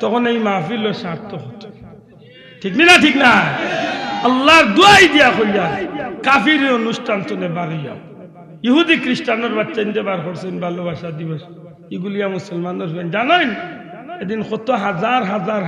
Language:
Sylheti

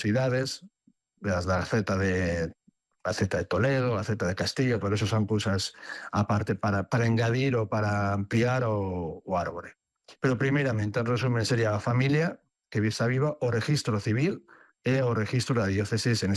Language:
Galician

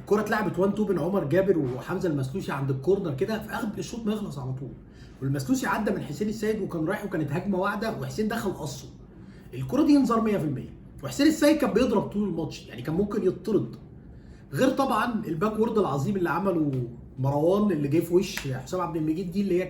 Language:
Egyptian Arabic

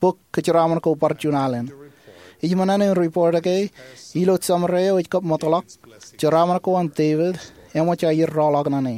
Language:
Marshallese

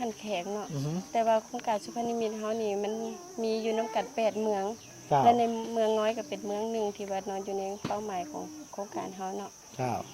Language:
Lao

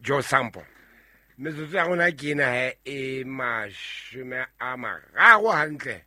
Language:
Southern Sotho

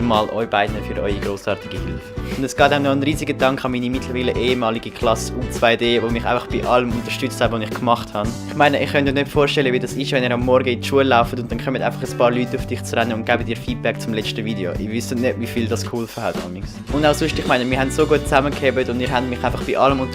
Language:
Swiss German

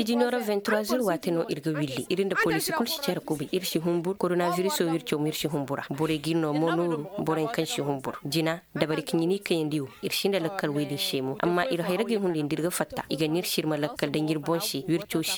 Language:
Koyraboro Senni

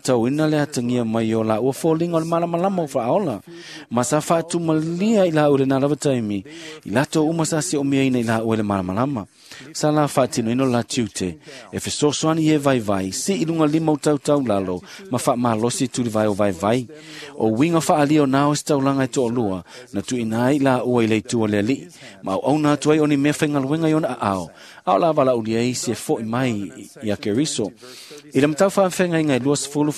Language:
Samoan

